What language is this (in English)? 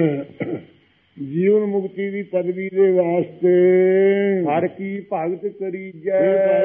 Punjabi